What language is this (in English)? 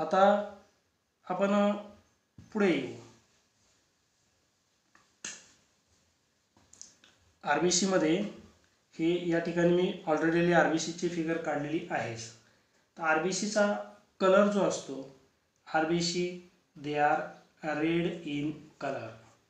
Marathi